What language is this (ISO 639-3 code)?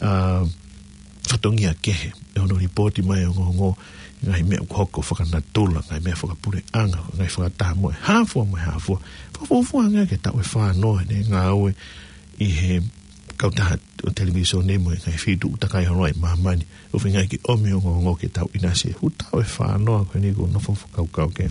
ton